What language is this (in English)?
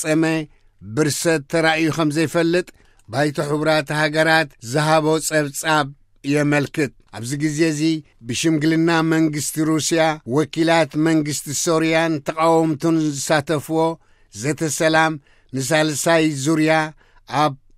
Tigrinya